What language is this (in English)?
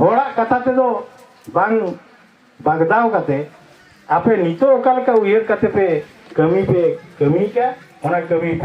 Santali